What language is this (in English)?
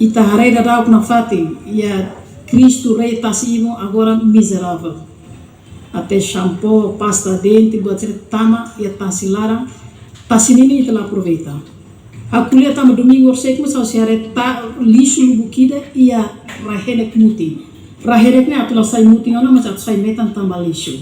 Tetum